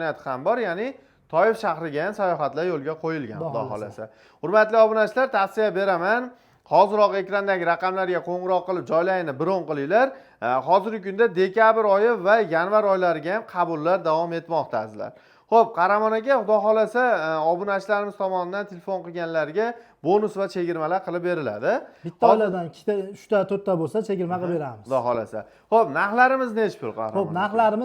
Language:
Uzbek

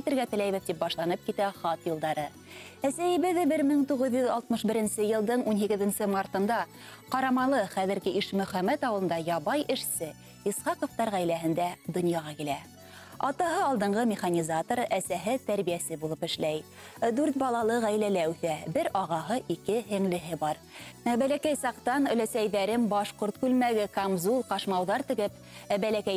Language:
Bashkir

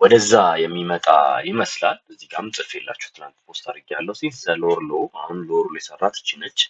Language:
Amharic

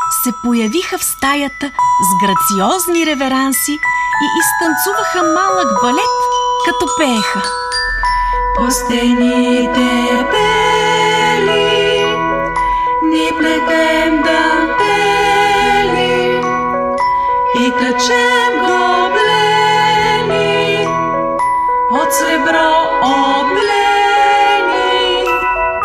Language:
Bulgarian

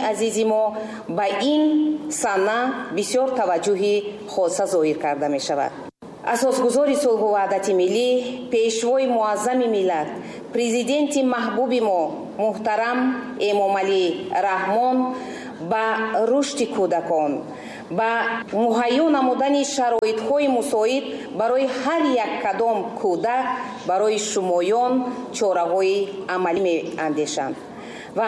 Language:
Tajik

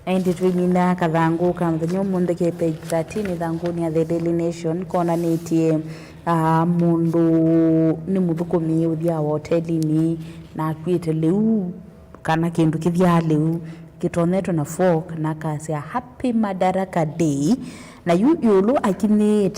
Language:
Kamba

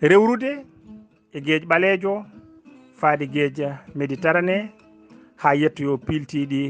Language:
Fula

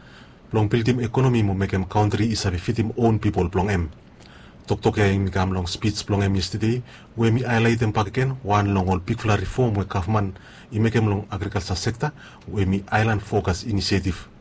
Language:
Bislama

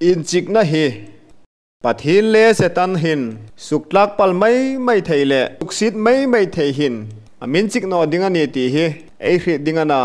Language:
Hmar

